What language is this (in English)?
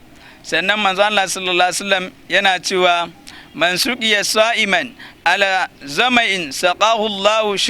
Hausa